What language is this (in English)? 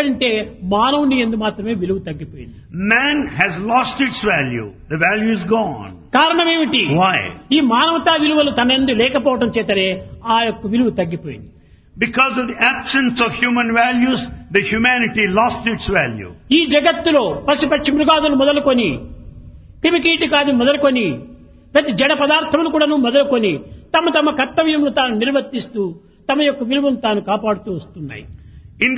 Telugu